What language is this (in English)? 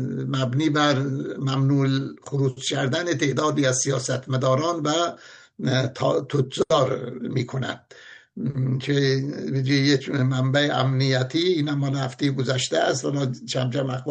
Persian